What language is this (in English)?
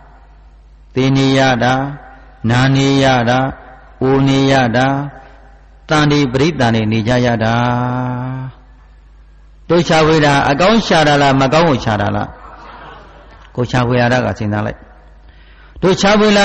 Burmese